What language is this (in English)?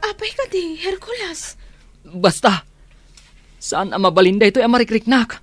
Iloko